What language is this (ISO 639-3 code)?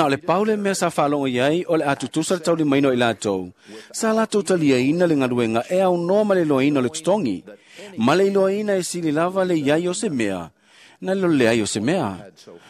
smo